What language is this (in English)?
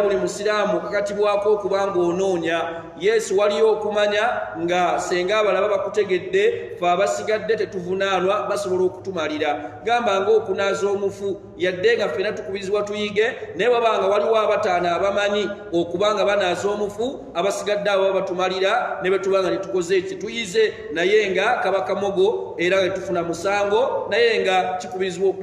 Ganda